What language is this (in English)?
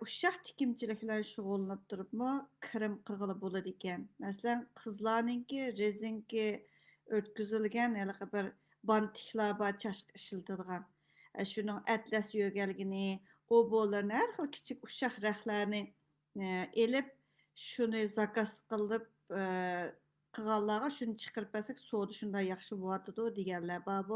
Uyghur